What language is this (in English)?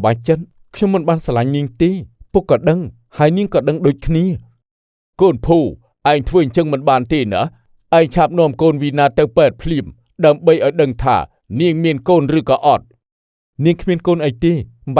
Khmer